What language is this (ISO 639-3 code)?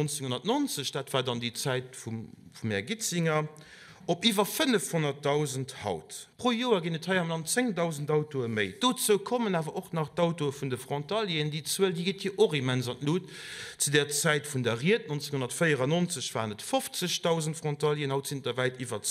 ltz